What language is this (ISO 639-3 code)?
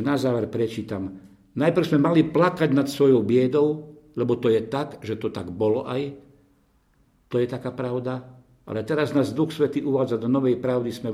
slk